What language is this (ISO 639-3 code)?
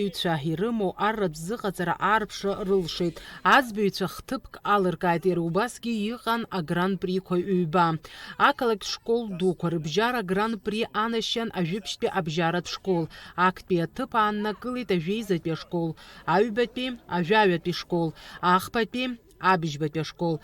abk